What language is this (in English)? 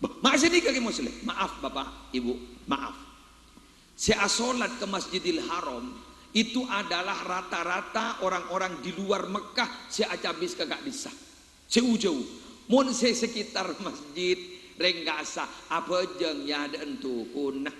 Madurese